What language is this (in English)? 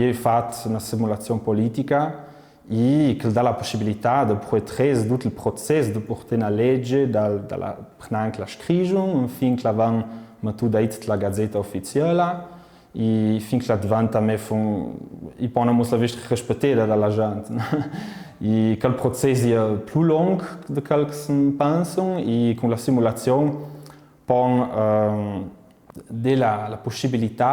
Ladin